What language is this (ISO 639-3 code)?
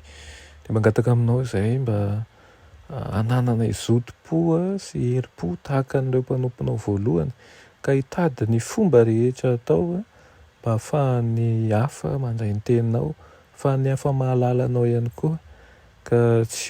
mlg